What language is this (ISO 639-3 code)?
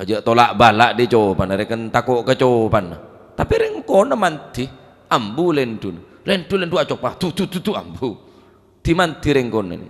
mad